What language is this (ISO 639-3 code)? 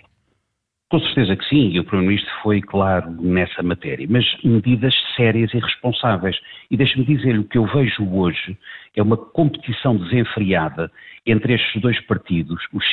por